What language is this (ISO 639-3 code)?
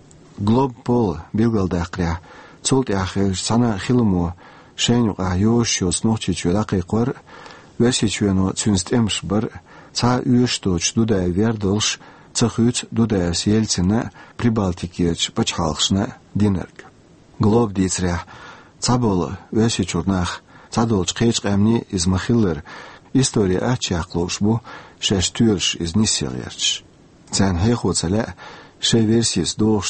che